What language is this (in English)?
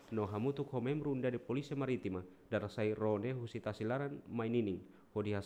Tetum